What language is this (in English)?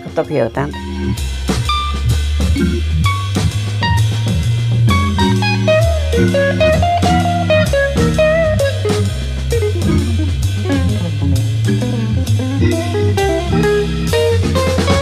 Basque